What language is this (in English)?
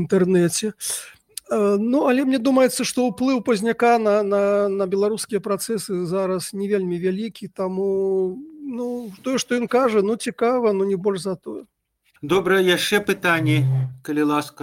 Belarusian